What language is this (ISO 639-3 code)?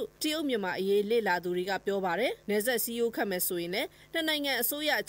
mya